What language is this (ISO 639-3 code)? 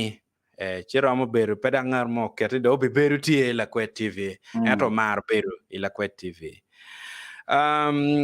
ach